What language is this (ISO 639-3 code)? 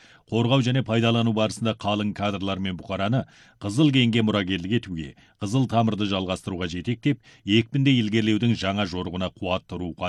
kaz